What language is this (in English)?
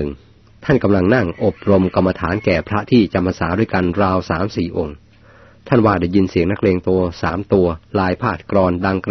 Thai